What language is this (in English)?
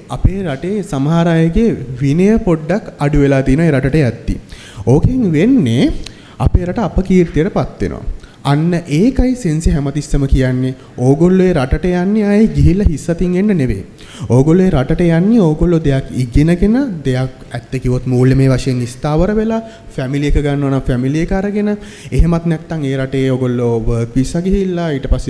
Sinhala